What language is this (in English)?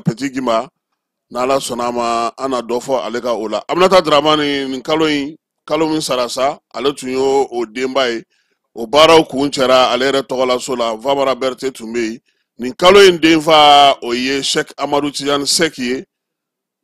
Bambara